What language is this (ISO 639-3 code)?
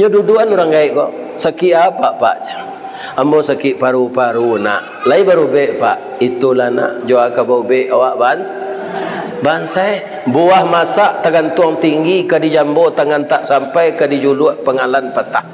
min